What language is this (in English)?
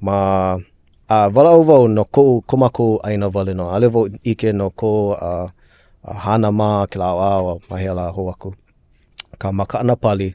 Hawaiian